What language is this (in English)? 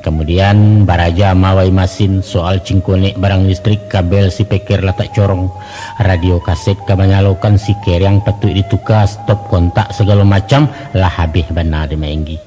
Minangkabau